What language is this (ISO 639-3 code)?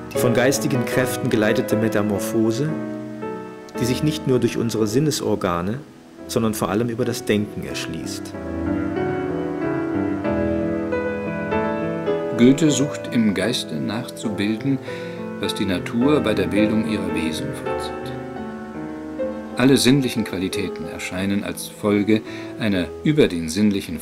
deu